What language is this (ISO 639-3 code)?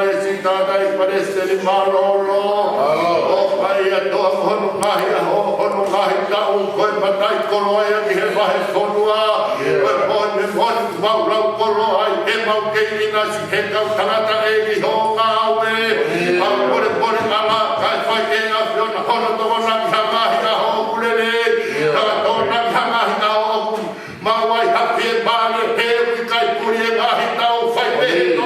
ton